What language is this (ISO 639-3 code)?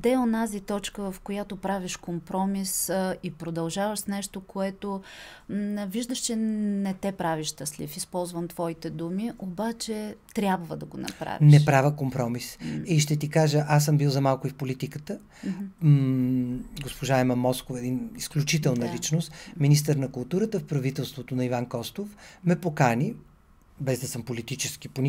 bul